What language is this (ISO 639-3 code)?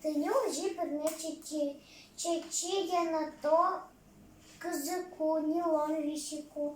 udm